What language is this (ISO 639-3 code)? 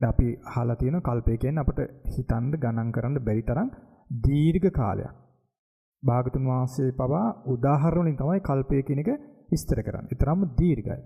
sin